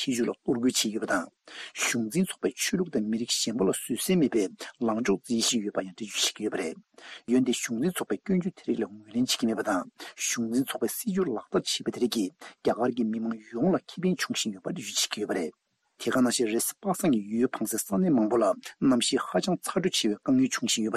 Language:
Tibetan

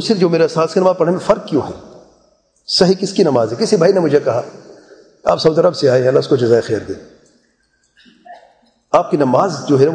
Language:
Urdu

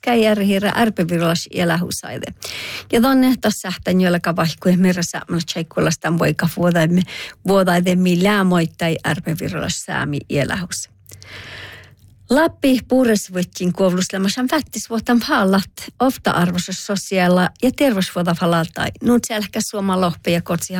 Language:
Northern Sami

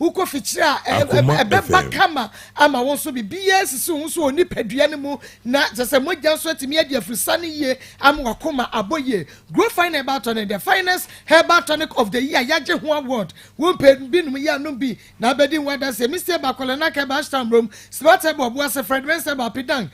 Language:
Akan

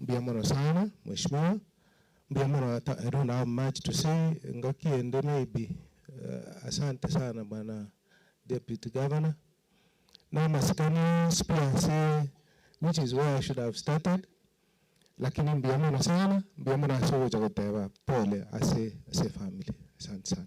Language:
Gusii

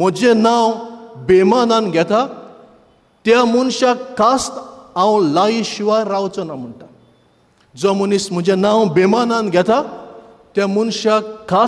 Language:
Konkani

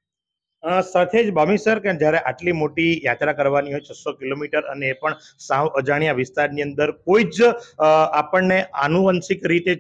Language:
Gujarati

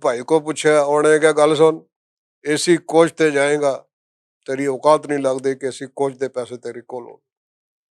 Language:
Western Panjabi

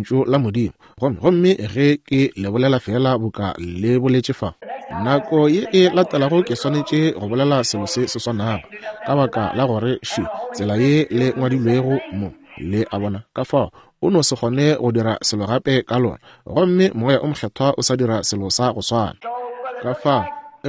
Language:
Northern Sotho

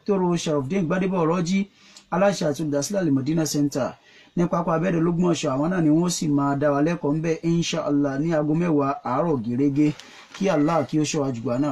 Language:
Yoruba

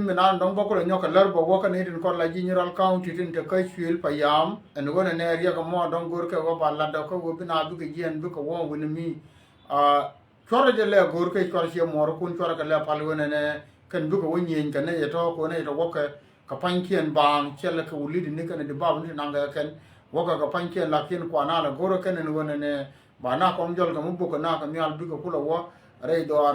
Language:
Nuer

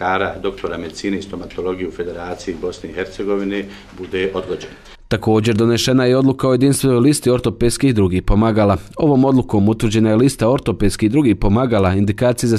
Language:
Bosnian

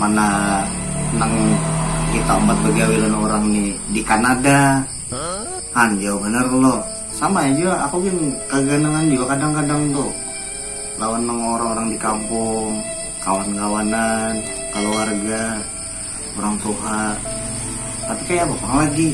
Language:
Banjar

